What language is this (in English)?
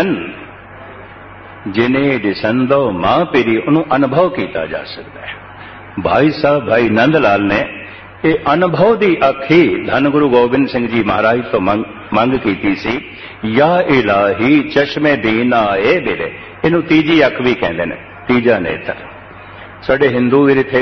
Punjabi